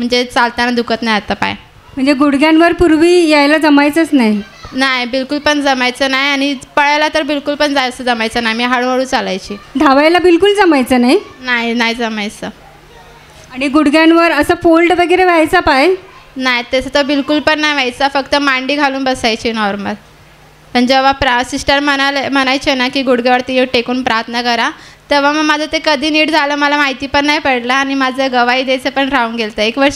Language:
Marathi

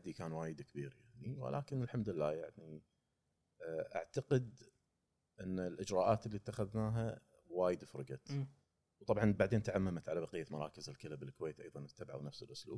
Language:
Gulf Arabic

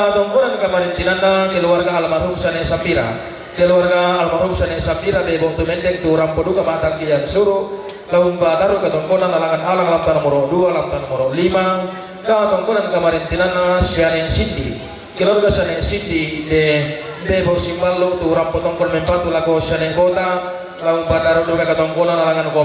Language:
Toraja-Sa'dan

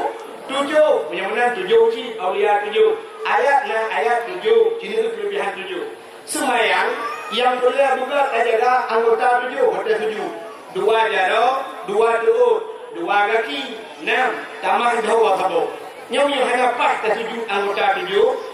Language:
Achinese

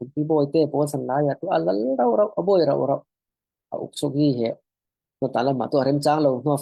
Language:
Falam Chin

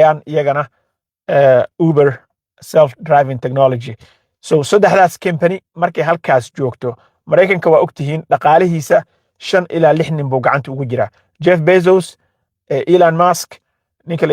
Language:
Somali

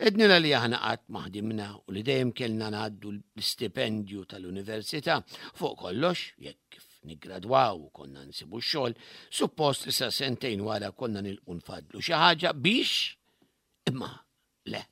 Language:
Maltese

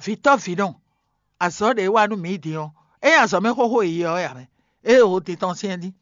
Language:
Fon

